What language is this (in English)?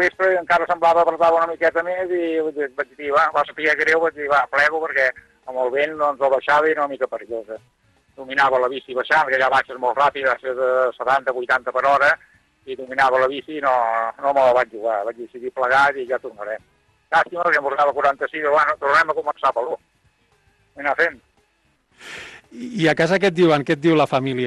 Catalan